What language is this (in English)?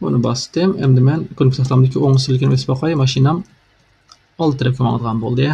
Uyghur